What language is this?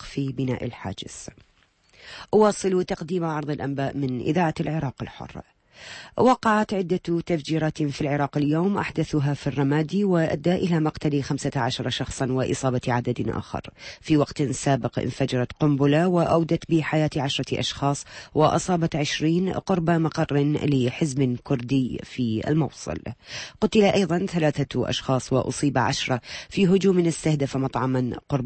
Arabic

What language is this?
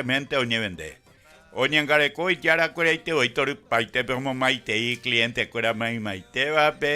Guarani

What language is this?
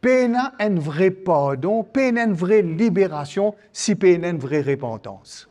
Morisyen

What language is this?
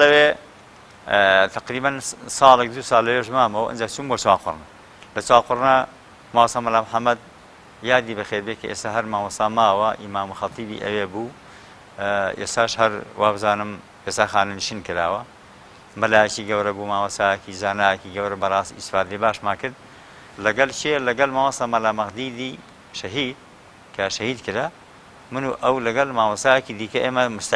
Central Kurdish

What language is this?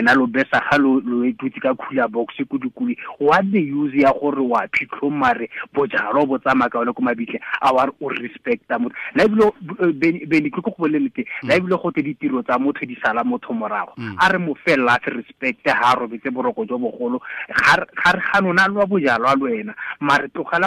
Tswana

